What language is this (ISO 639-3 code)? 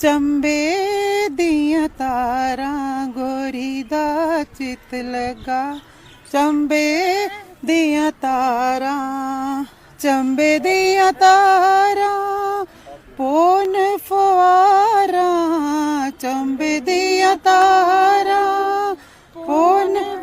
doi